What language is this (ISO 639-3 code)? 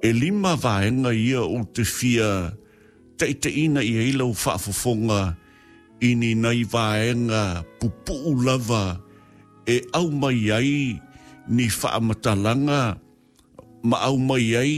smo